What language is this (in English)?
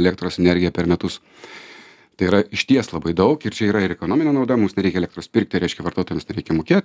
Lithuanian